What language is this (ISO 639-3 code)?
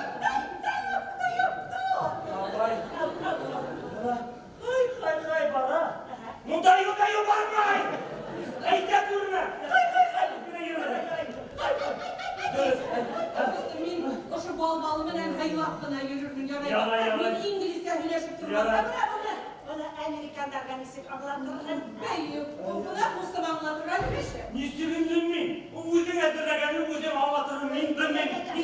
bak